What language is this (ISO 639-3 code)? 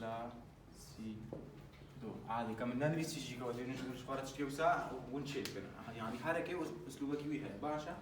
kur